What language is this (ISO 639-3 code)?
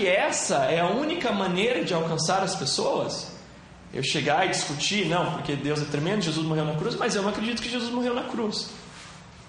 por